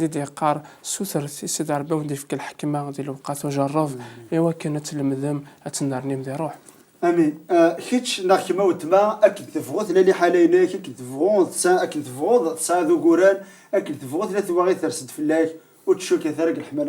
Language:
Kabyle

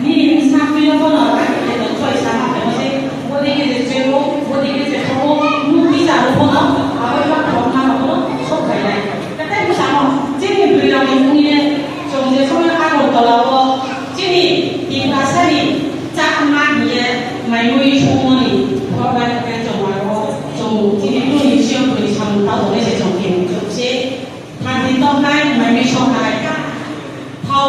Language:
Riang (India)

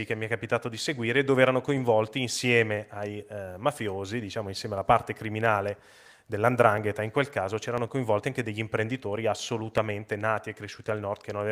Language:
Italian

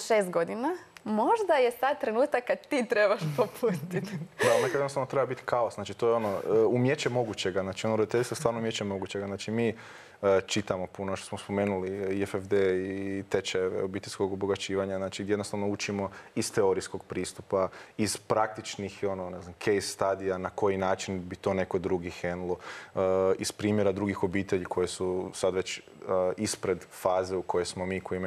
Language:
Croatian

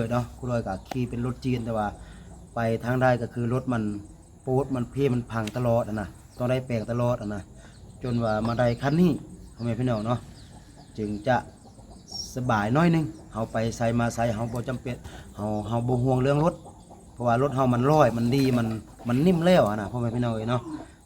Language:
Lao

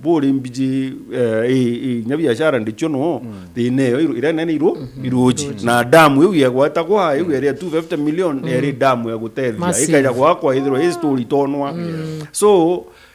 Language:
Meru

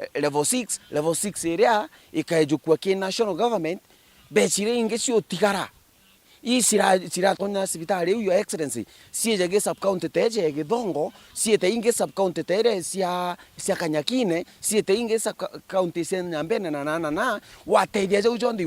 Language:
Meru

